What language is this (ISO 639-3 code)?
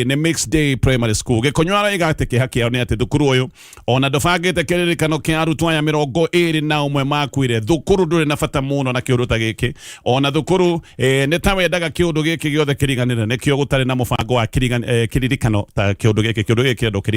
kik